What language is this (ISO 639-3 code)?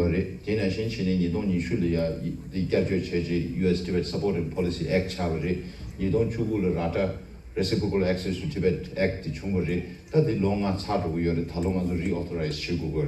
bod